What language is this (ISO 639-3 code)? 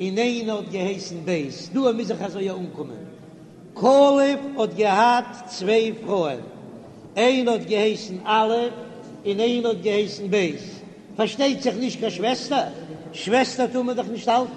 yid